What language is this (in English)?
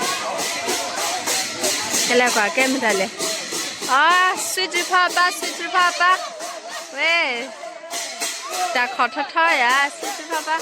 S'gaw Karen